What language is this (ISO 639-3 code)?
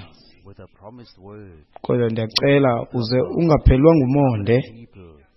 xho